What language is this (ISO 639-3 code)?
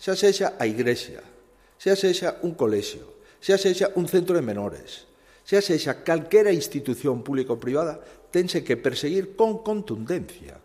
glg